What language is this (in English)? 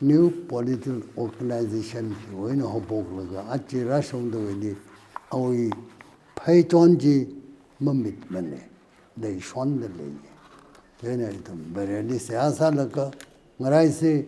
Tangkhul Naga (India)